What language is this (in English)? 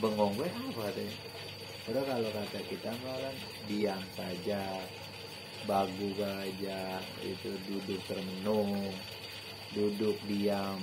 Betawi